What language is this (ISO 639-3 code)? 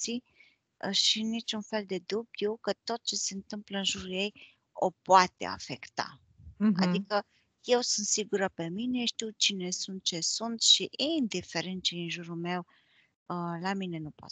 ron